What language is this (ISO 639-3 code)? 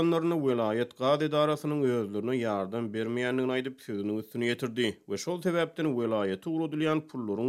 tuk